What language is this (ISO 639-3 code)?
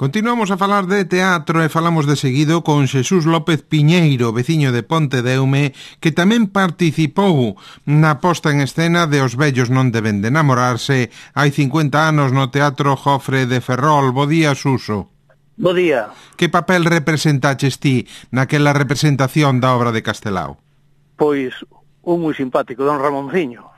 glg